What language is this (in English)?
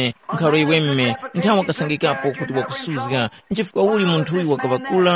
Tumbuka